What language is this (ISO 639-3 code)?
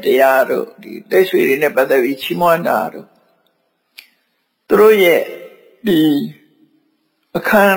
mya